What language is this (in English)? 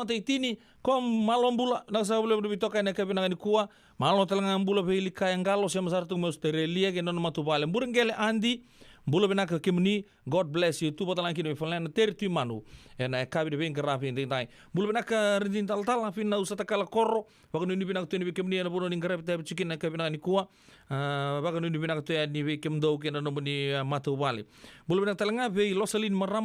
Fijian